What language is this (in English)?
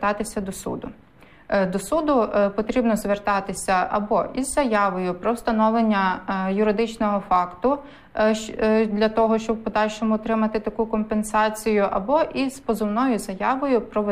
Ukrainian